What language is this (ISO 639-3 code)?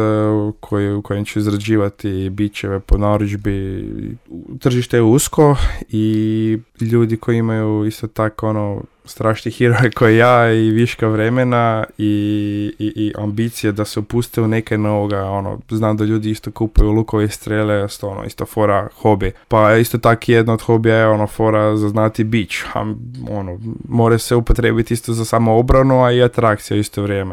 srp